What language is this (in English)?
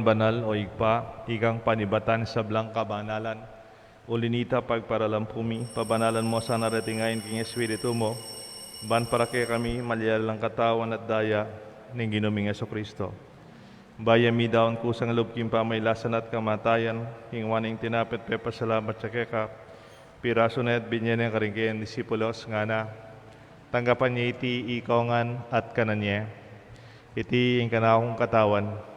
Pampanga